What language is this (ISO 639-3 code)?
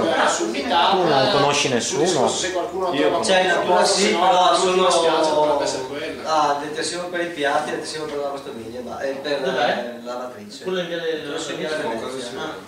ita